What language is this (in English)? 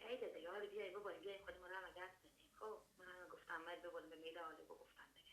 Persian